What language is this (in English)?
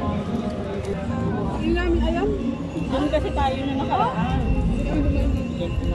Filipino